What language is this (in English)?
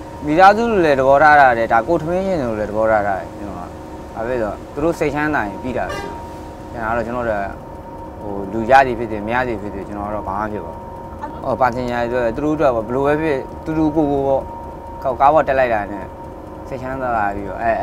Burmese